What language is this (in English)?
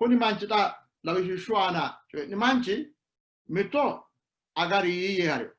Sidamo